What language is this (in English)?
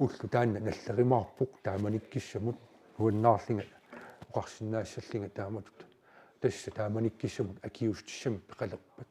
Kalaallisut